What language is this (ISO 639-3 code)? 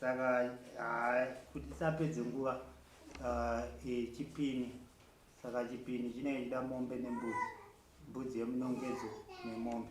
sna